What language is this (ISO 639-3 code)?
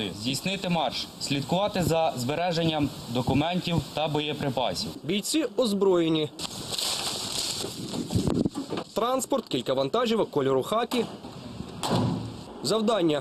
ukr